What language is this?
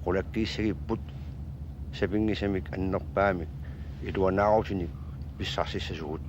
Kalaallisut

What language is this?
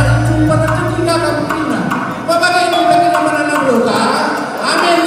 Batak Karo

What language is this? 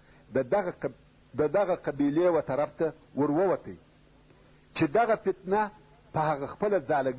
Pashto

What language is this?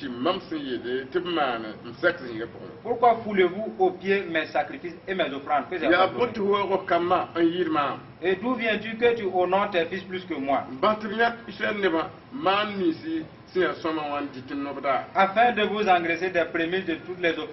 Mossi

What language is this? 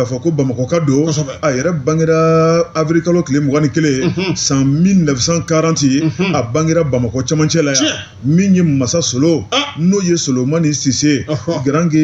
Bambara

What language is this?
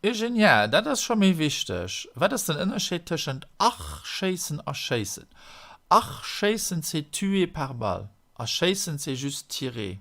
Luxembourgish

